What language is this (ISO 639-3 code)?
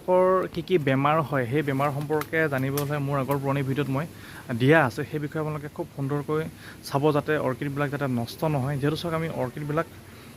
asm